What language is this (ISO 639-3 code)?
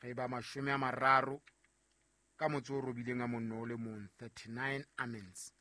sot